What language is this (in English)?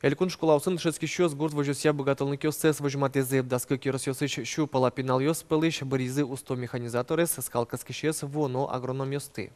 Udmurt